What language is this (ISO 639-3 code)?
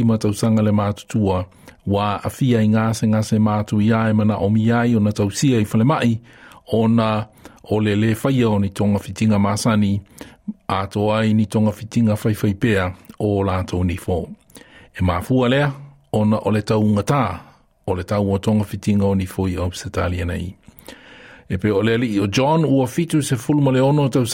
smo